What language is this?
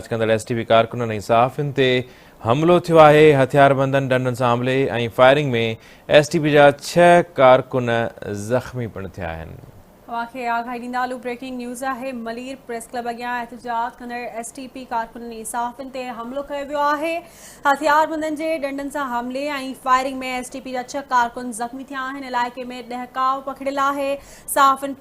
Sindhi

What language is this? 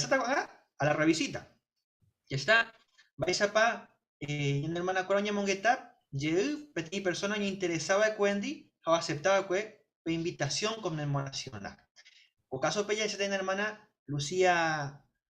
Guarani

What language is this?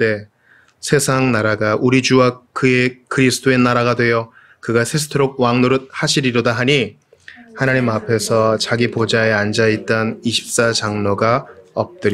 Korean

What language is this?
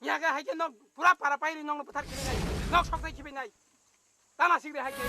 Riang (India)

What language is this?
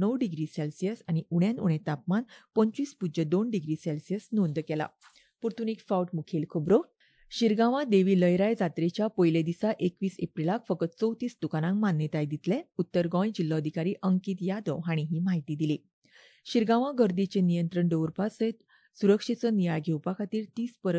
Konkani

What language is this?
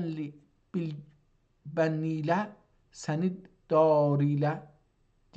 South Azerbaijani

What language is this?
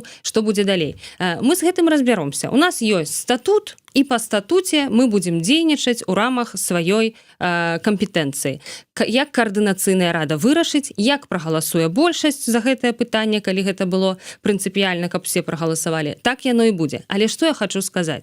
Belarusian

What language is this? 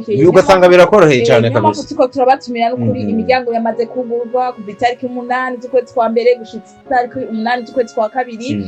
Rundi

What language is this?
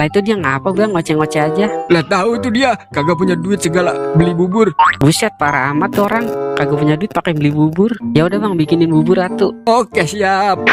Betawi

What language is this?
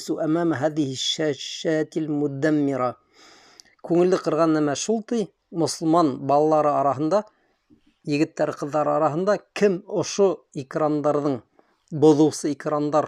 Bashkir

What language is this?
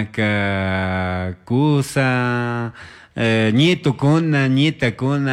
Chimborazo Highland Quichua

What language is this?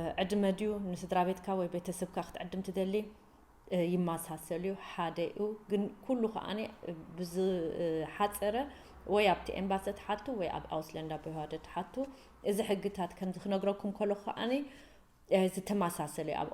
Tigrinya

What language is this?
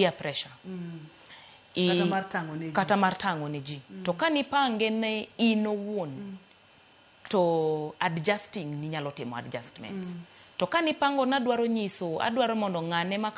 Luo (Kenya and Tanzania)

